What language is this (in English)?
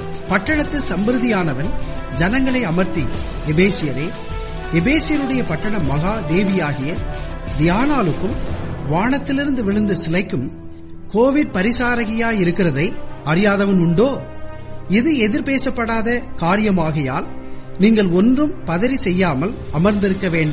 Tamil